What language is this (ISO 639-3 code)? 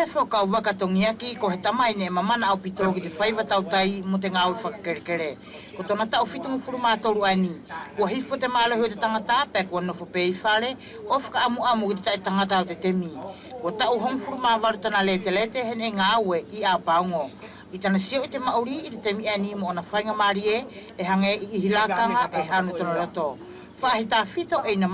wls